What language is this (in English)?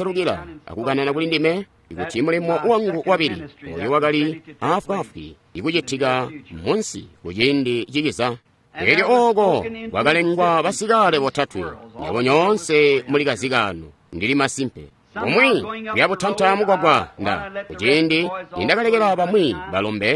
Tonga (Zambia)